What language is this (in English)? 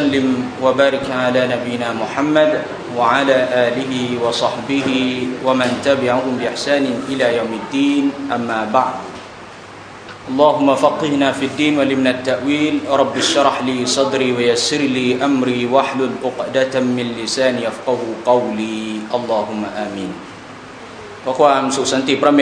Thai